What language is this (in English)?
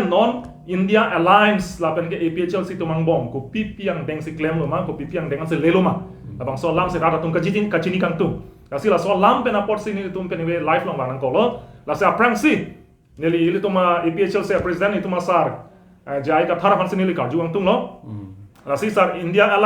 Karbi